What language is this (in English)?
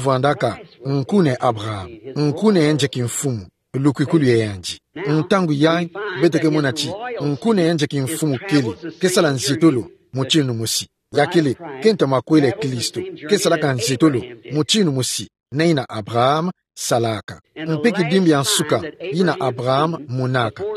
Kituba (Democratic Republic of Congo)